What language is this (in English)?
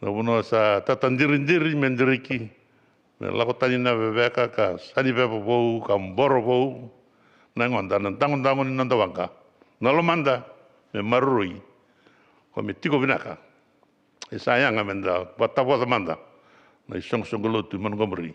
Fijian